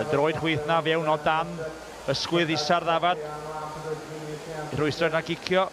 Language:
Welsh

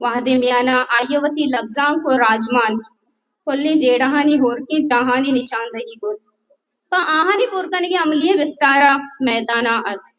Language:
Baluchi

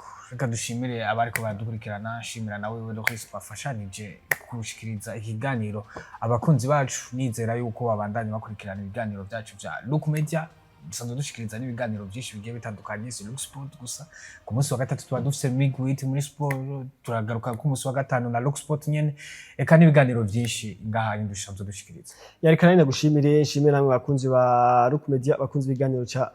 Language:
Rundi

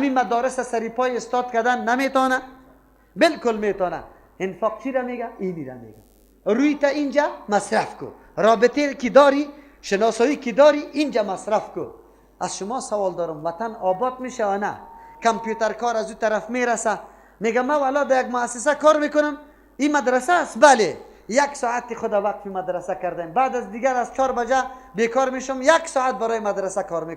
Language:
Persian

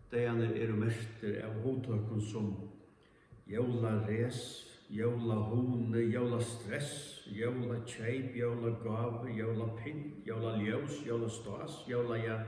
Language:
Faroese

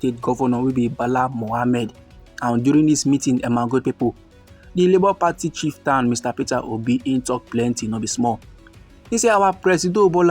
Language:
Nigerian Pidgin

